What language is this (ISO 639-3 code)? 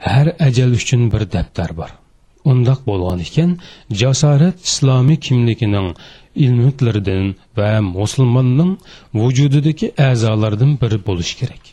uig